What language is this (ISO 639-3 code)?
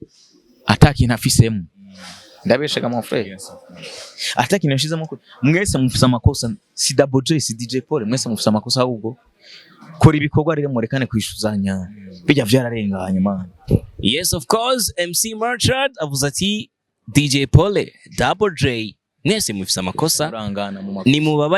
run